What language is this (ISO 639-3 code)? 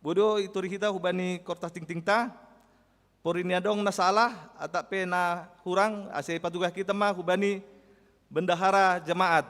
bts